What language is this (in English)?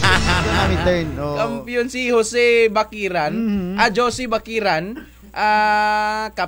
Kinaray-a